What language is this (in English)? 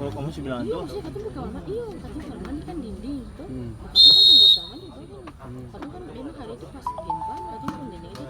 Ambonese Malay